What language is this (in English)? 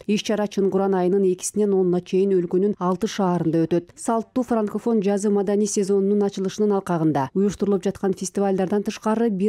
Kyrgyz